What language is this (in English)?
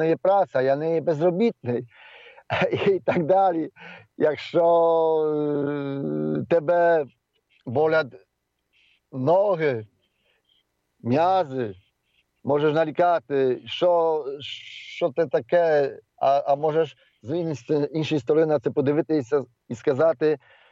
Ukrainian